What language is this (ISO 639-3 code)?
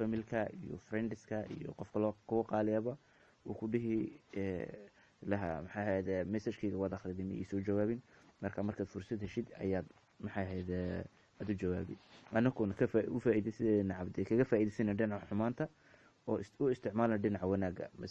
som